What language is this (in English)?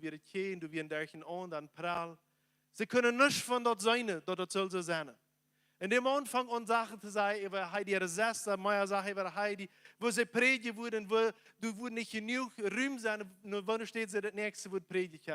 Plautdietsch